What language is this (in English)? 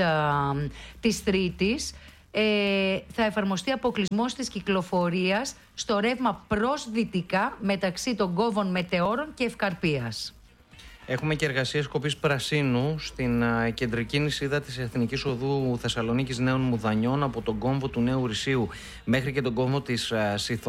Greek